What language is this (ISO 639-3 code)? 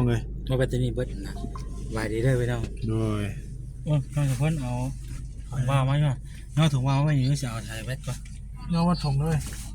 tts